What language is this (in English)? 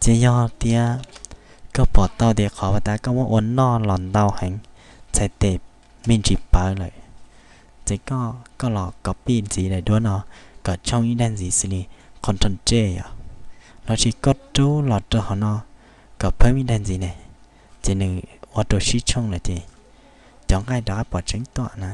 Hmong